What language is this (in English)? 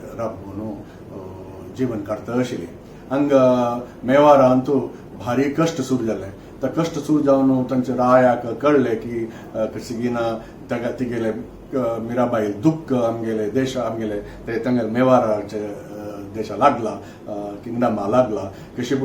Konkani